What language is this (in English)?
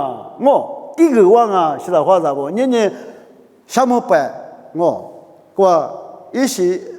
Lisu